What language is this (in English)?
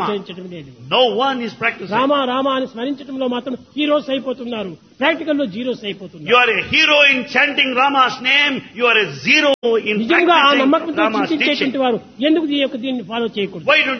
Telugu